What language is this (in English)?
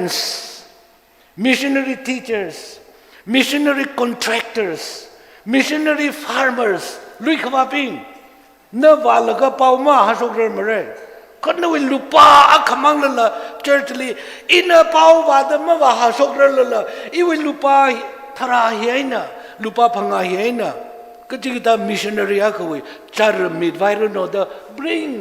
Tangkhul Naga (India)